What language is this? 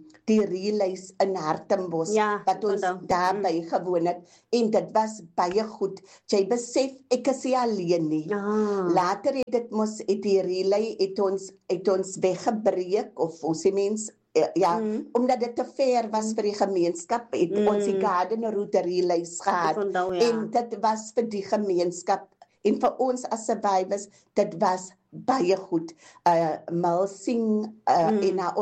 Afrikaans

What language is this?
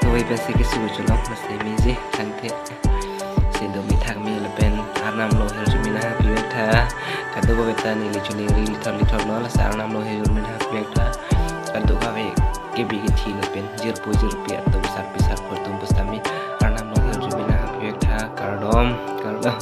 Karbi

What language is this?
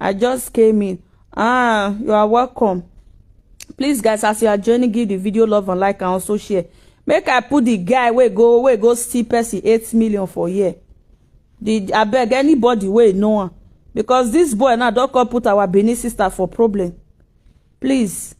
Nigerian Pidgin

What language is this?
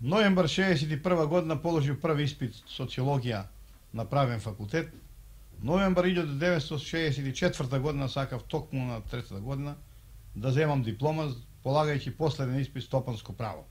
Macedonian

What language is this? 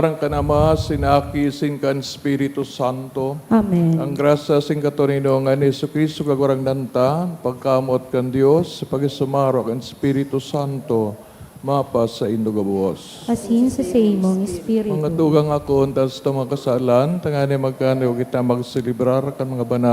Bikol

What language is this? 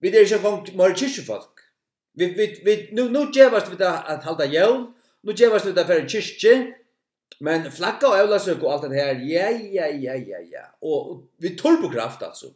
Faroese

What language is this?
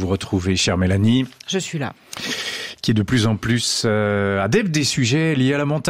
French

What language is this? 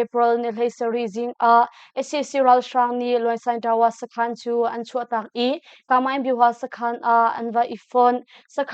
Hakha Chin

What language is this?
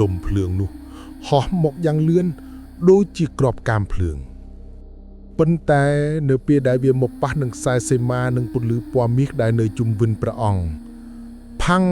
Khmer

